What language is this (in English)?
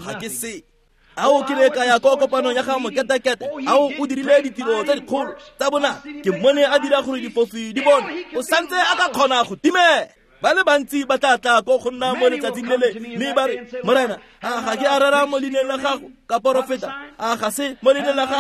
Tswana